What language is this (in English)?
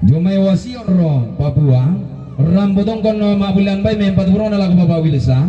Toraja-Sa'dan